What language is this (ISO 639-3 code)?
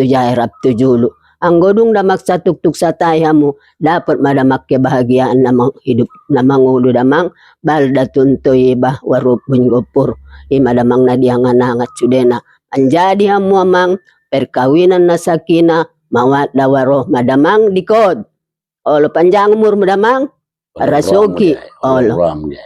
bbc